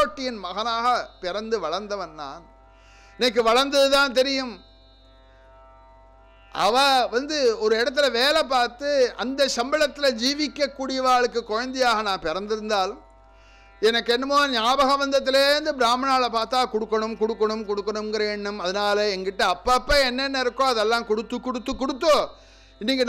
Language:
Tamil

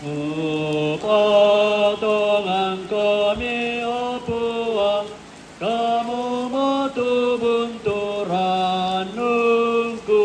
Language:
Toraja-Sa'dan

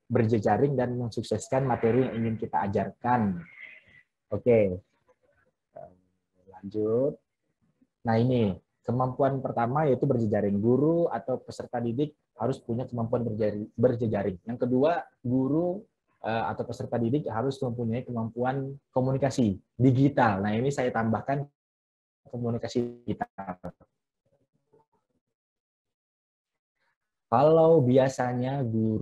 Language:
Indonesian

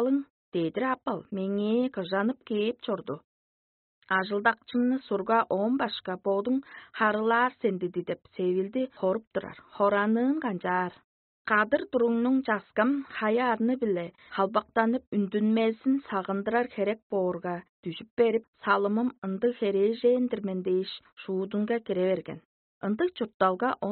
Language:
Tuvinian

